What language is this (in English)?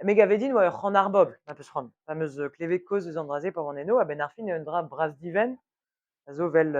Breton